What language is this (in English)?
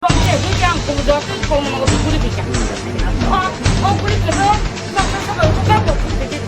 Kok Borok